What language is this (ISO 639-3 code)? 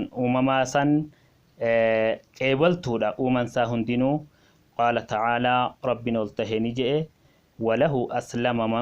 orm